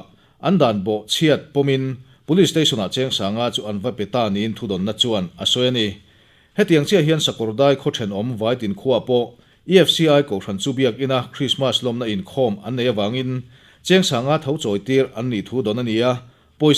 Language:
Mizo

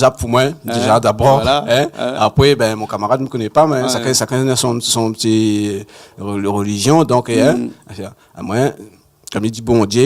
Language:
Réunion Creole French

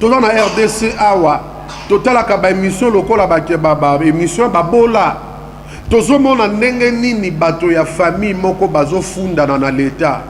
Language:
Lingala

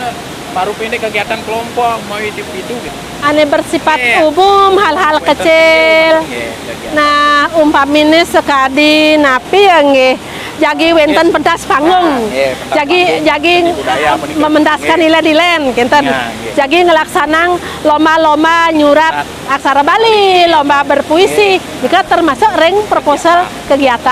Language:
Balinese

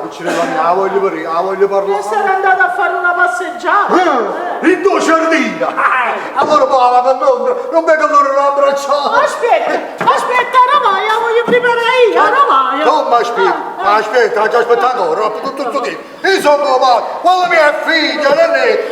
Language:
Neapolitan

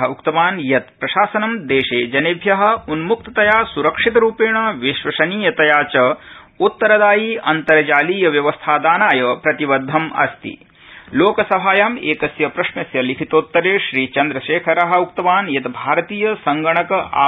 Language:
Sanskrit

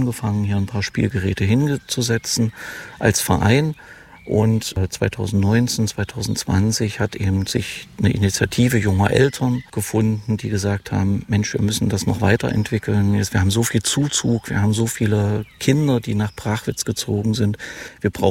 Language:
German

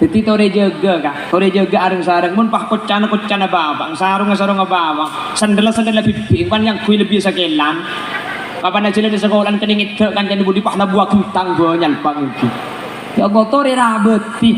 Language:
Madurese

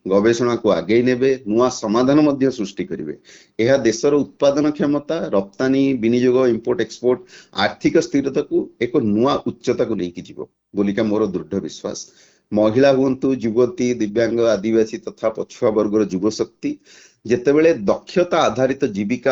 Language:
Odia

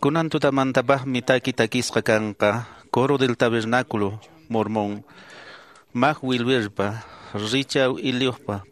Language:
Quechua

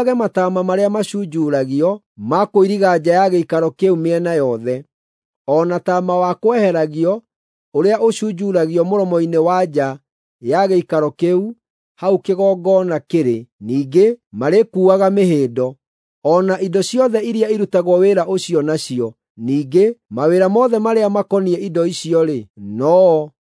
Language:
Kikuyu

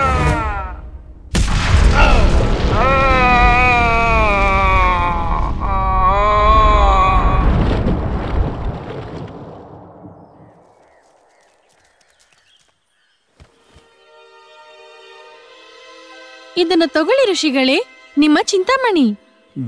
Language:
Kannada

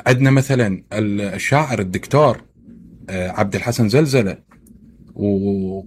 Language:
Mesopotamian Arabic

